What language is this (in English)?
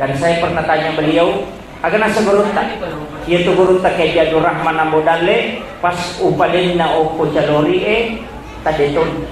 Buginese